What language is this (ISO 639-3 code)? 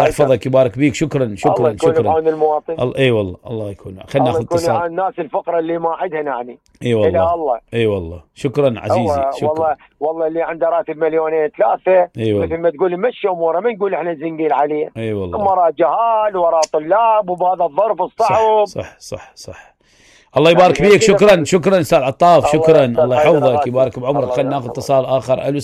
acm